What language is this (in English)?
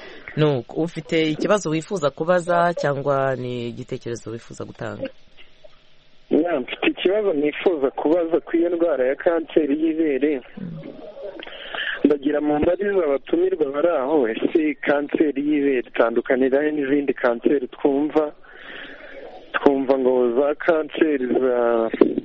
Kinyarwanda